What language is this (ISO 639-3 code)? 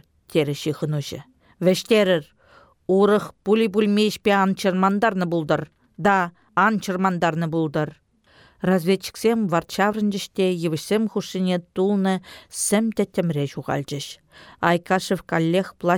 chv